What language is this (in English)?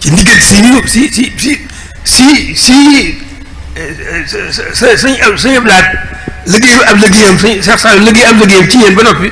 Wolof